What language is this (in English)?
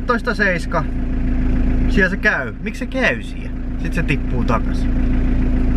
Finnish